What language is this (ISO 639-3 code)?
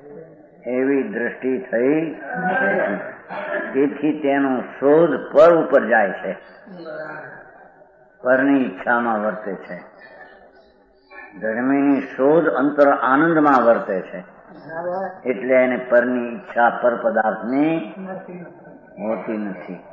guj